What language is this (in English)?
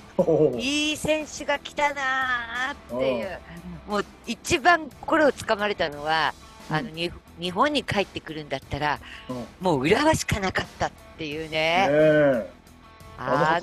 Japanese